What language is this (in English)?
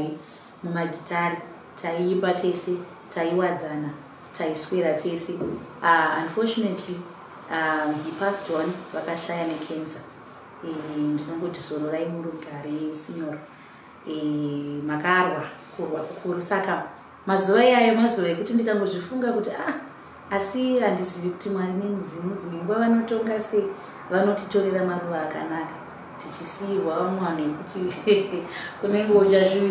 Shona